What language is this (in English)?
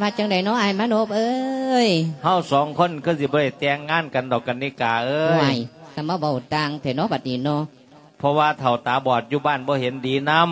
Lao